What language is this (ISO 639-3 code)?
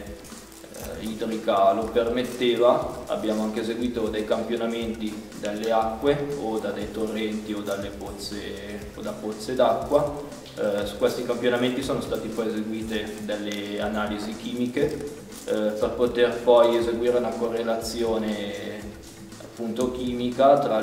ita